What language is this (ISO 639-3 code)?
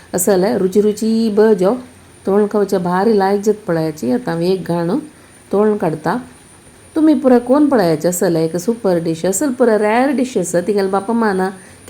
kok